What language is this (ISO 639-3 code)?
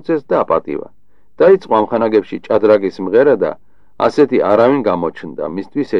kat